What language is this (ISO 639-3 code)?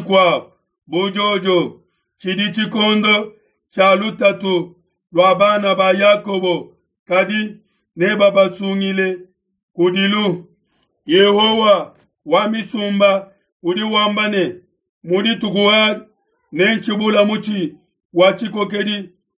lua